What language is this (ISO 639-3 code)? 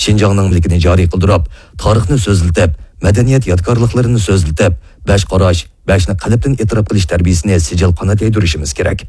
uig